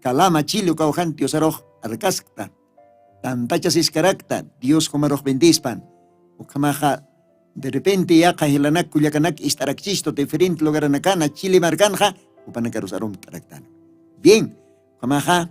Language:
Aymara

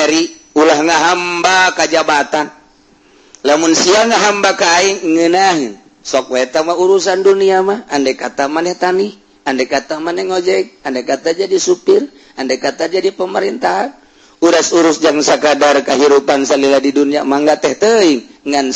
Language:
Sundanese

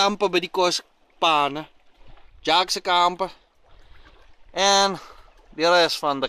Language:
Afrikaans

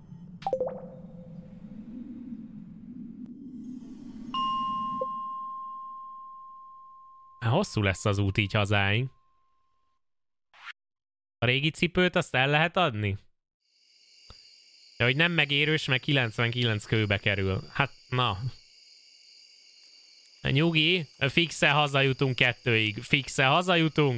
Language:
Hungarian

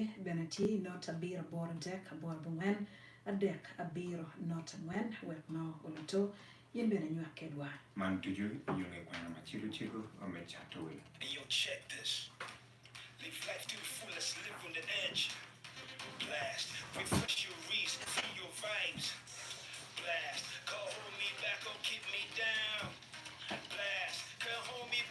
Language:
Acoli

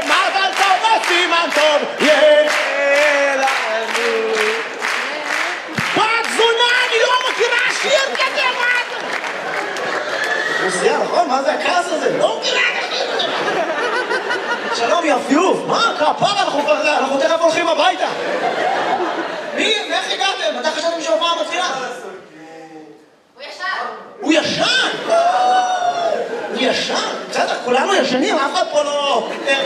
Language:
Hebrew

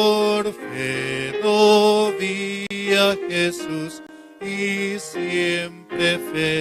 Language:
South Bolivian Quechua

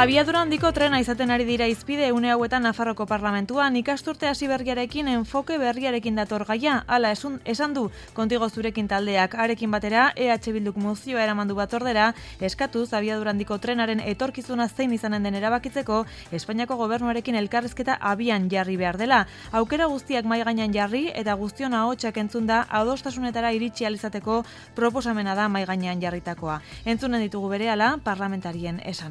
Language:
Basque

